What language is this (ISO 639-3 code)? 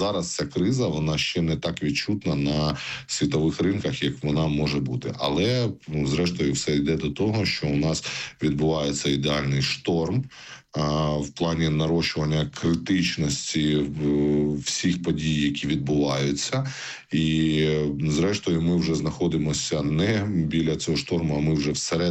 ukr